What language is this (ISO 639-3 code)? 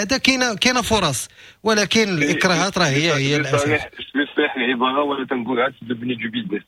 ary